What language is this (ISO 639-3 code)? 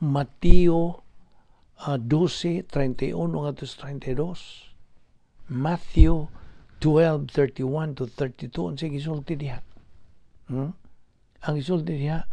ceb